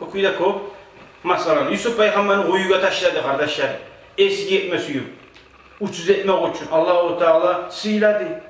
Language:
Kumyk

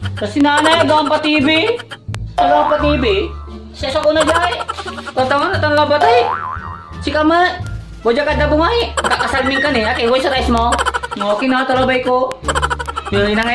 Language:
Pangasinan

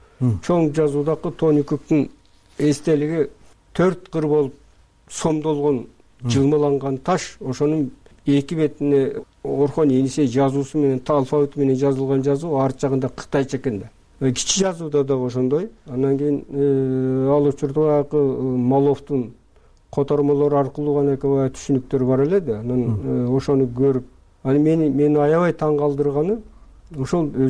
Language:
Kyrgyz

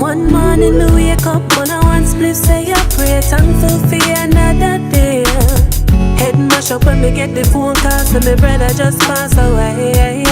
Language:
Jamaican Creole English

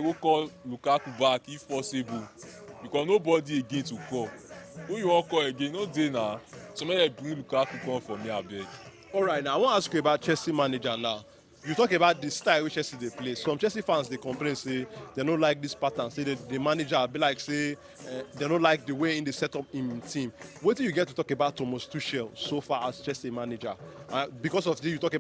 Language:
Nigerian Pidgin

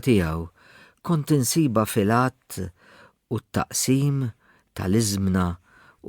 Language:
Maltese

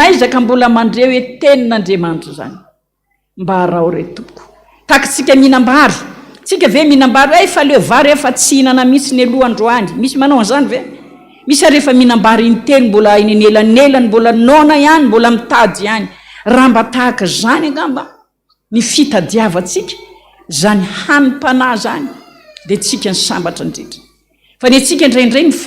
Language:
Malagasy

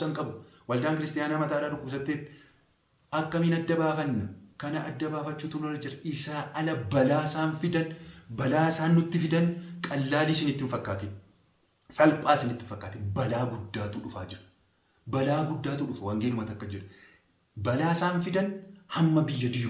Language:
Oromo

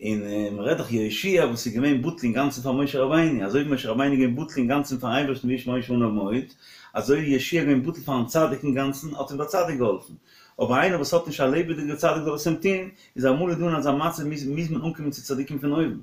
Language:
Yiddish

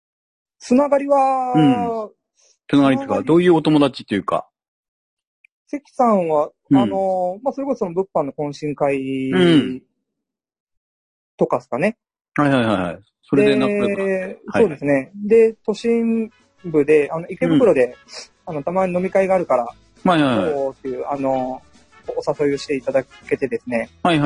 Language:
Japanese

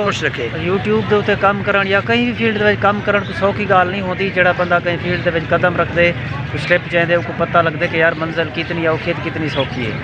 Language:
Saraiki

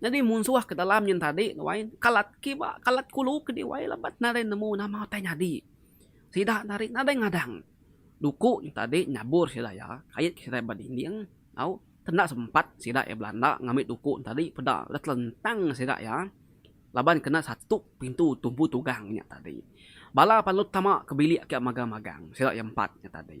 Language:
Iban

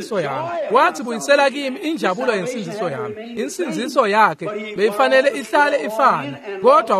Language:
Swati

